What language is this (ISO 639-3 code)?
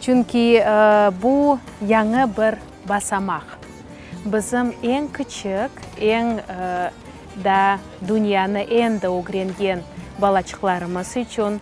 crh